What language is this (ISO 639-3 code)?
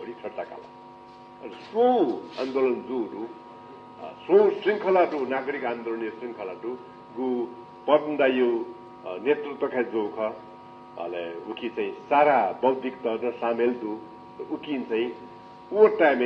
new